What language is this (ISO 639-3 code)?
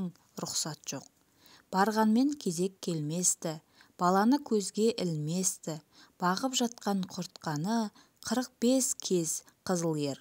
kaz